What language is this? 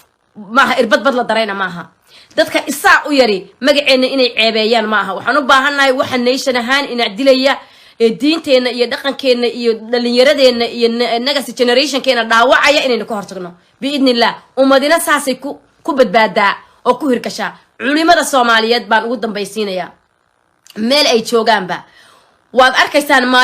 Somali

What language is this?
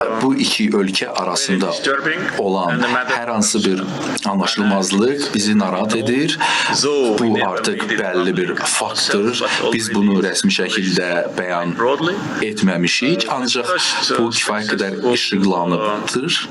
Azerbaijani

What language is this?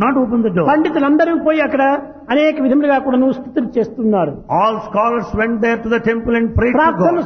Telugu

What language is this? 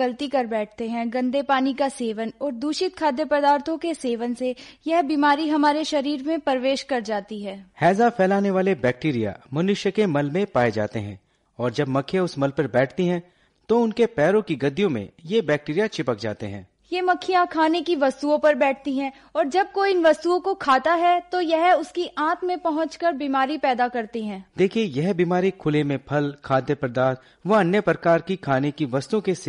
Hindi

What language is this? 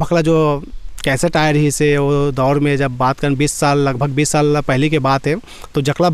Chhattisgarhi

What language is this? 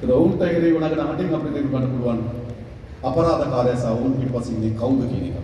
Sinhala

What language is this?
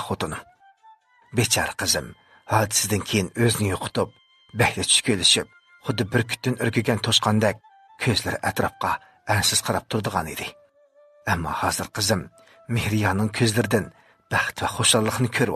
Uyghur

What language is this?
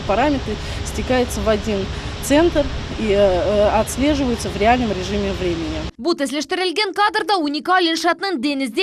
Crimean Tatar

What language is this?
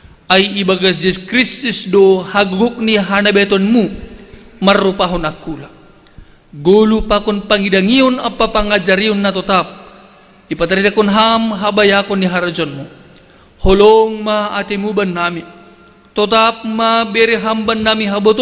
Batak Simalungun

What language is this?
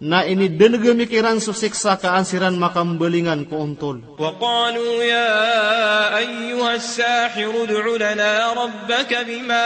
Maranao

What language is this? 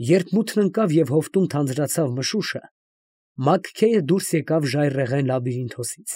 Armenian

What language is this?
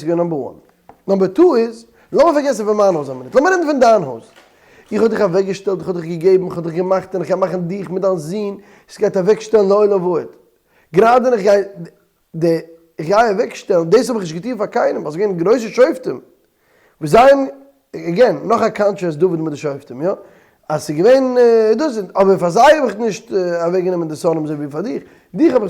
Yiddish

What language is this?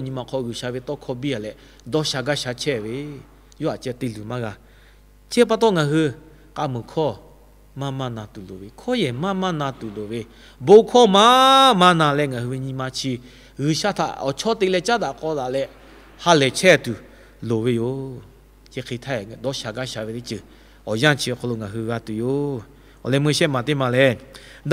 Lahu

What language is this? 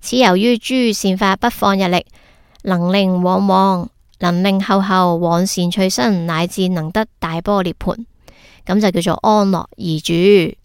Cantonese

